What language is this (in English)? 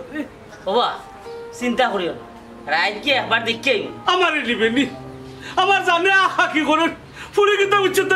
Sylheti